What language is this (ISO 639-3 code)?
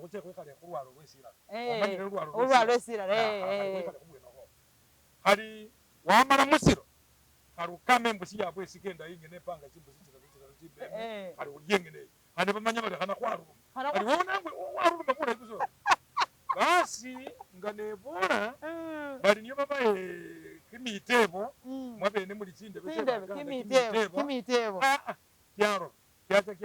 myx